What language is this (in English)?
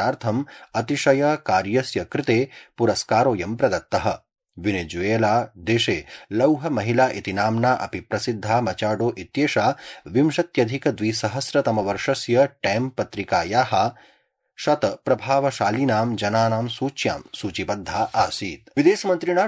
Sanskrit